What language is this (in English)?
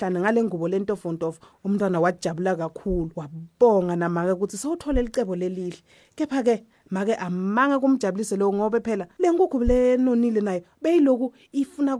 Swati